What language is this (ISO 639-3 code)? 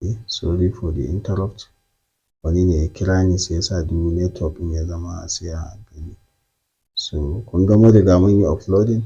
hau